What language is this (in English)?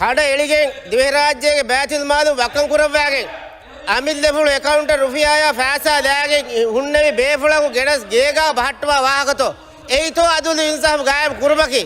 Divehi